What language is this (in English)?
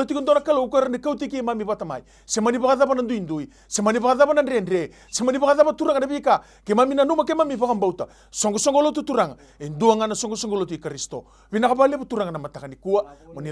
Fijian